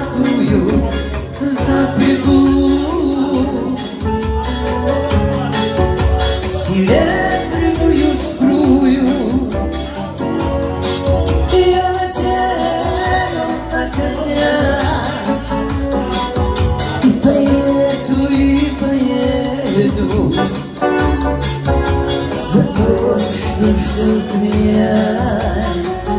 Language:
Russian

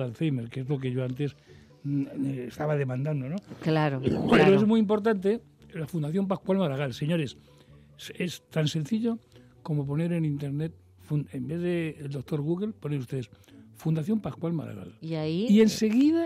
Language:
Spanish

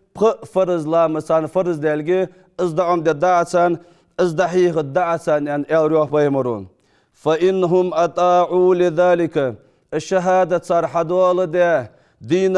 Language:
Ingush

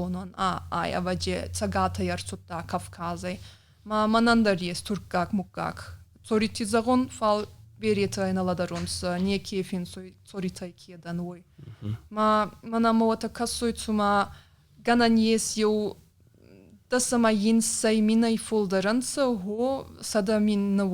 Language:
Ossetic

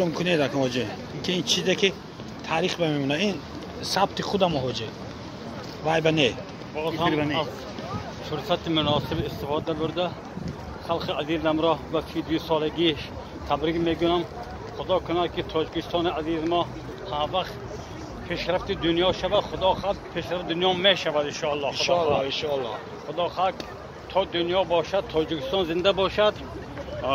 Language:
Tajik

